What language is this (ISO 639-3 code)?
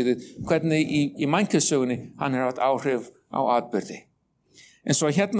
isl